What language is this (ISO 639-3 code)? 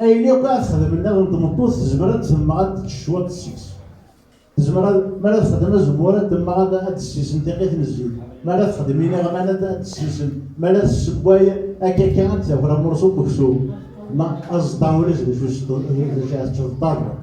kab